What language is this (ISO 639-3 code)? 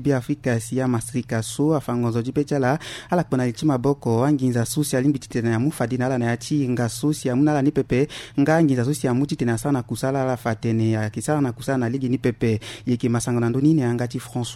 sag